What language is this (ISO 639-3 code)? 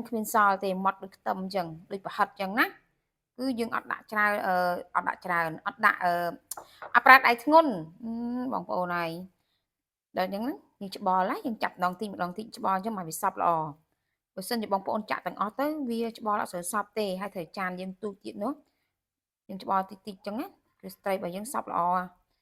khm